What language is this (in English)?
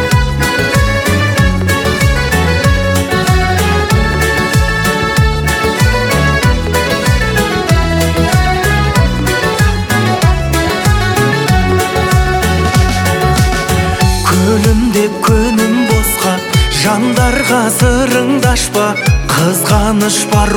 Kazakh